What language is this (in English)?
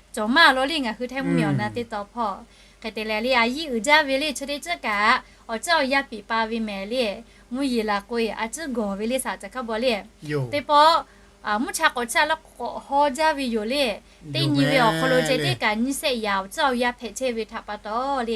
Lahu